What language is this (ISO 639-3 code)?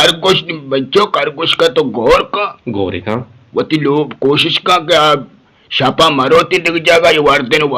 bgp